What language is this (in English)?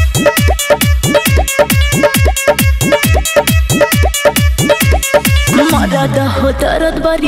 Bhojpuri